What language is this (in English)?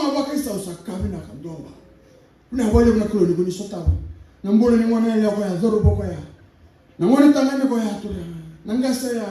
Fijian